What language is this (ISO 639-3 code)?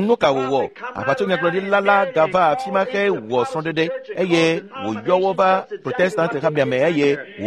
ewe